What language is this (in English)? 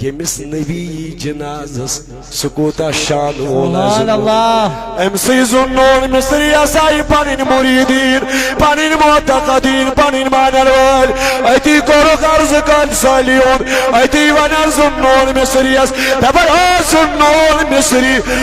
Kashmiri